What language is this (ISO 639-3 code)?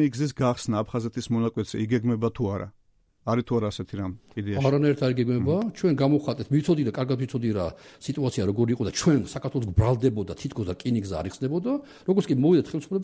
kat